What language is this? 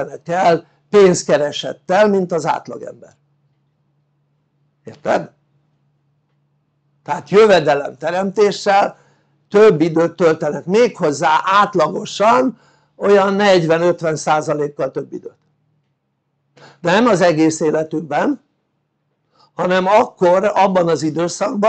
Hungarian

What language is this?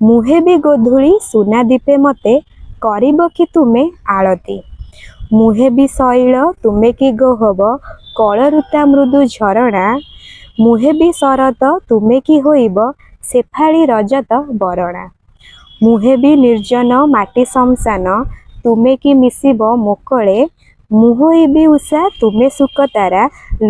Odia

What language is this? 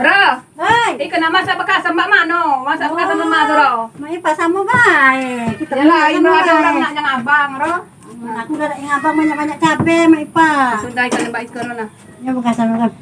Musi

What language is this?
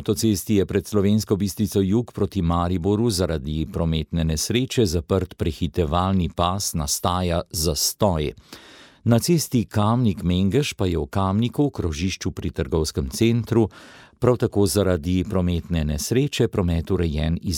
Slovenian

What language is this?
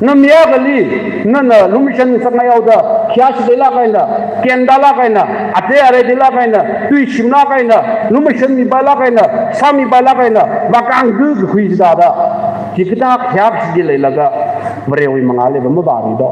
Tangkhul Naga (India)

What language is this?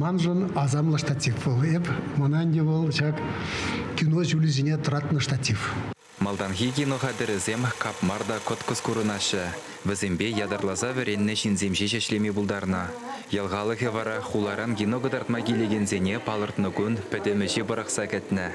Chuvash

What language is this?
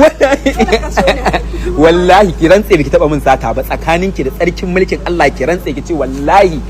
Hausa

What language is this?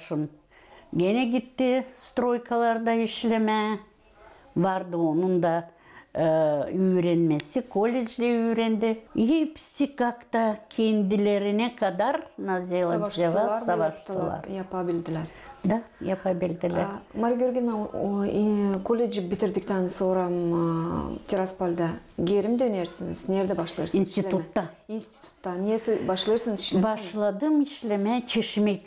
Gagauz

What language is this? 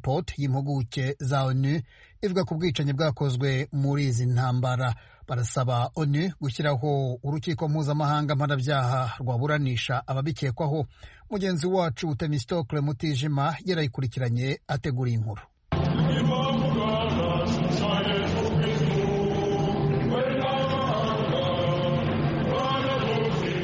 Kinyarwanda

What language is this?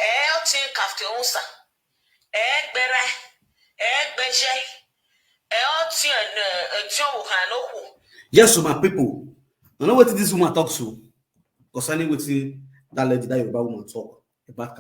Nigerian Pidgin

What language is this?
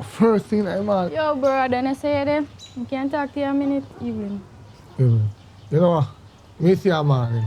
Jamaican Creole English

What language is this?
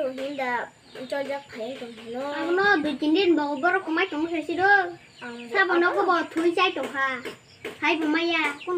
Kok Borok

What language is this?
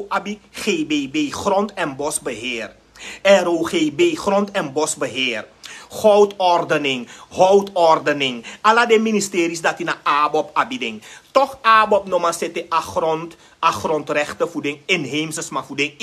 Sranan Tongo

